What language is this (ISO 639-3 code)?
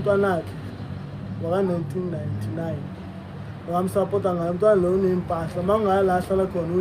zul